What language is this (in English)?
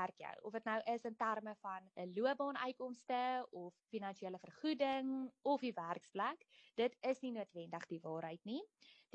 Afrikaans